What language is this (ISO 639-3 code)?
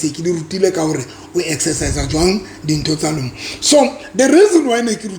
sot